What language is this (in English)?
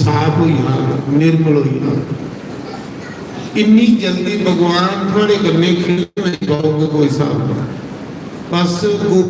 Dogri